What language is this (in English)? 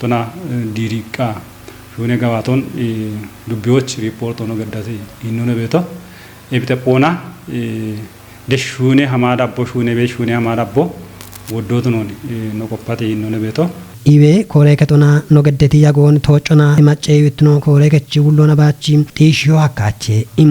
Kafa